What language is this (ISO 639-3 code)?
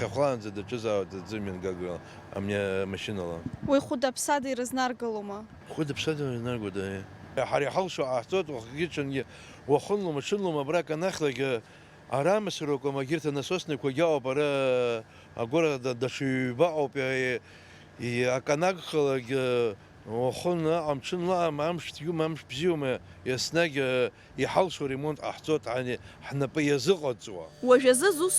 abk